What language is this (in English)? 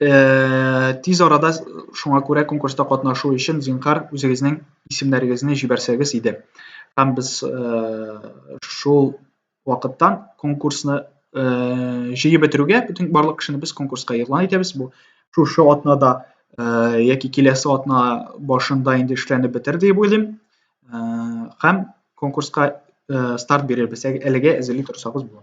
Tatar